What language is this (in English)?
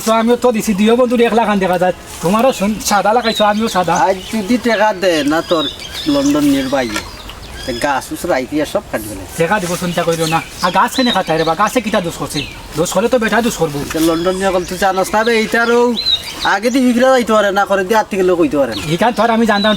Sylheti